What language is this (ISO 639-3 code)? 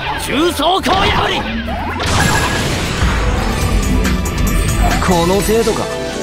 jpn